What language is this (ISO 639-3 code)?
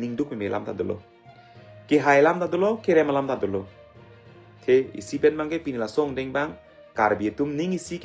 mjw